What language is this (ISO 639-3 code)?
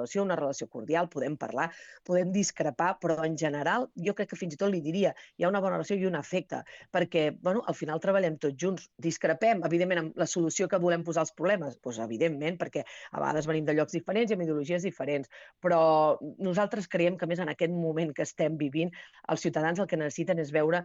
cat